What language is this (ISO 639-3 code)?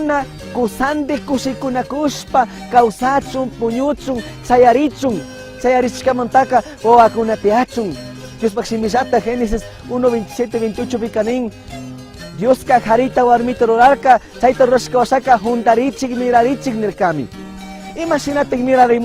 qug